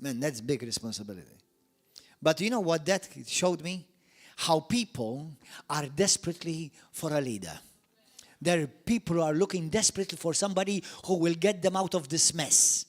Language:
English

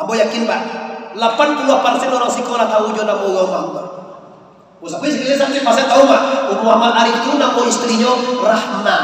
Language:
Minangkabau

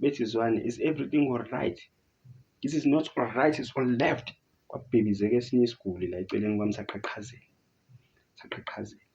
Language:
Zulu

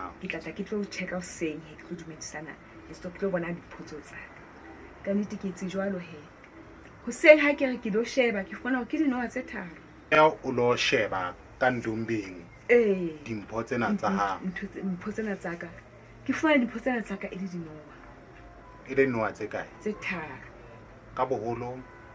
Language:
Southern Sotho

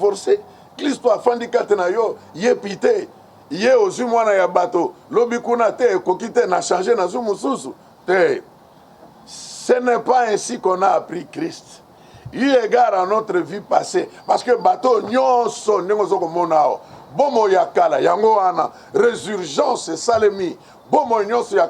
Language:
Lingala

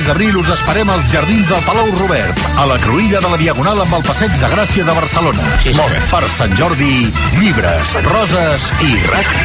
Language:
Catalan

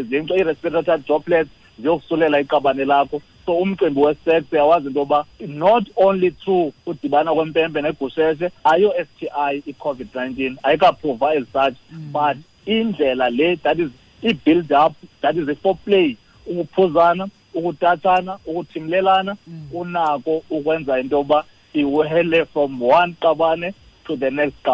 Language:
Xhosa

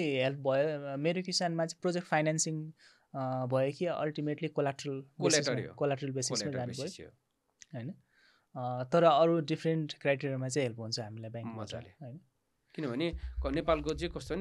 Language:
Nepali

